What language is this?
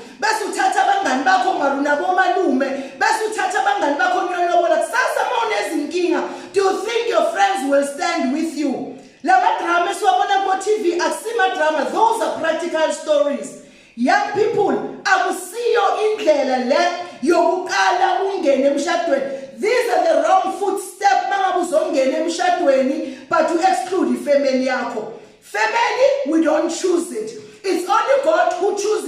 Zulu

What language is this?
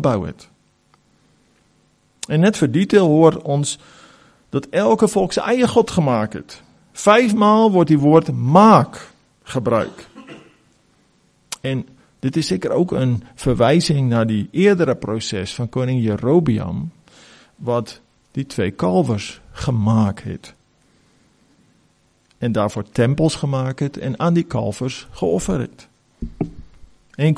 Afrikaans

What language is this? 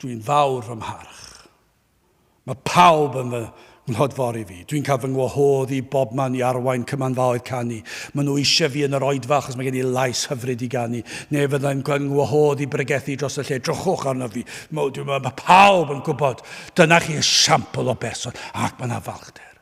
Welsh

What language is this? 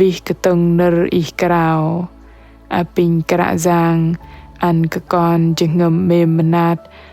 Bahnar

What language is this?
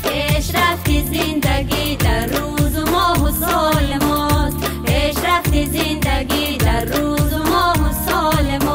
Tajik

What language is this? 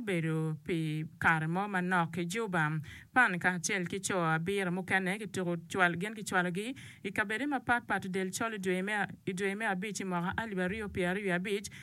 Acoli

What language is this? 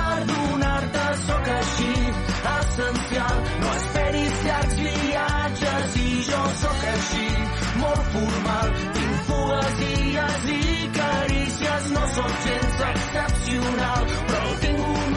Catalan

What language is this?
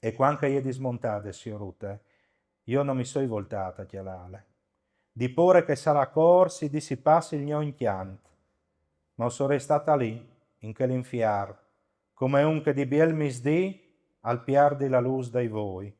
Friulian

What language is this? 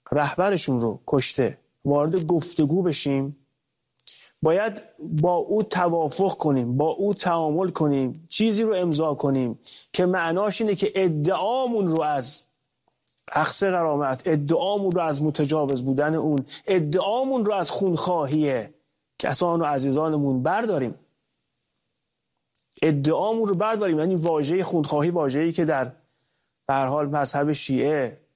Persian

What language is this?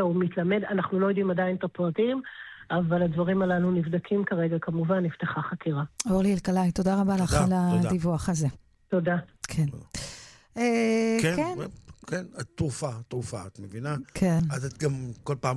Hebrew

